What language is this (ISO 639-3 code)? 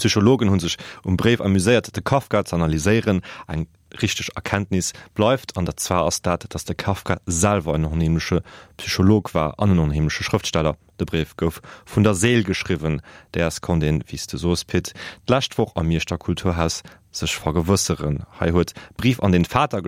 ltz